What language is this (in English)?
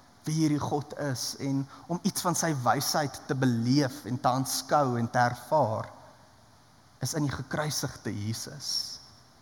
Afrikaans